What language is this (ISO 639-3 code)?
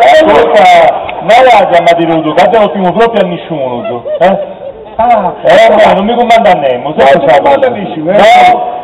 srd